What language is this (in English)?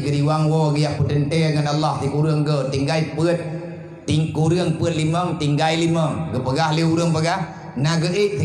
Achinese